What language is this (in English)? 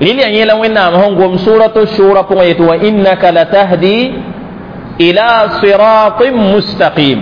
Mossi